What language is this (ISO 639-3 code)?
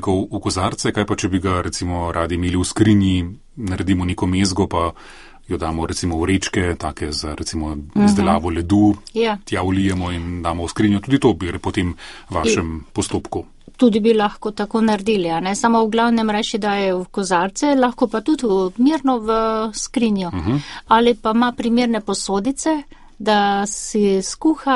slv